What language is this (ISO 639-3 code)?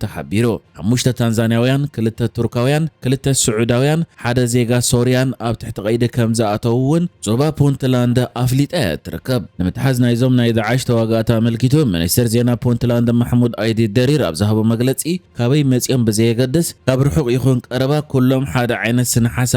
tir